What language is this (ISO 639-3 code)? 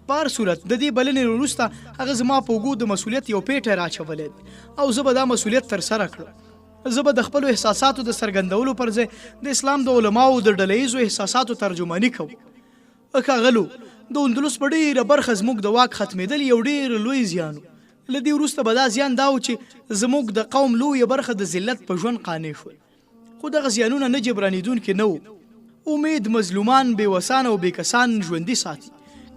pus